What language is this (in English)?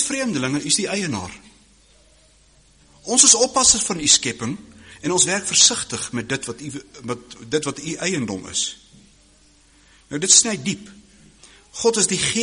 Afrikaans